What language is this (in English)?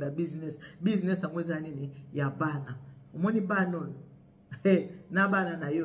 Lingala